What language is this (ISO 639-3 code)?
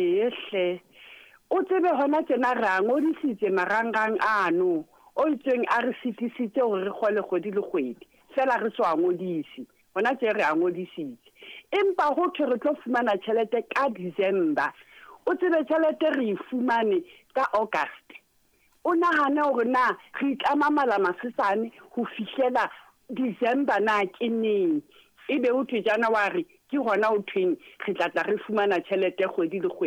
sot